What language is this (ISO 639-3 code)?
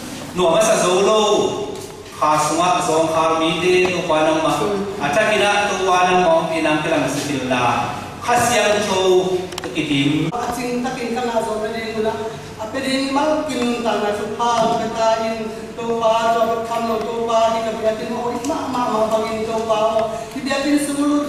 ctd